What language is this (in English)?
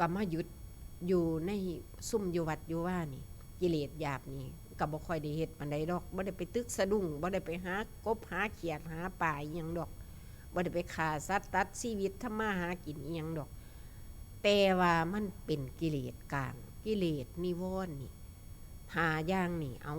Northeastern Thai